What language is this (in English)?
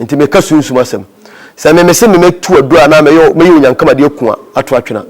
Akan